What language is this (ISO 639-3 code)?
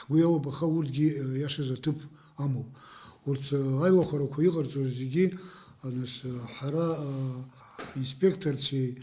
abk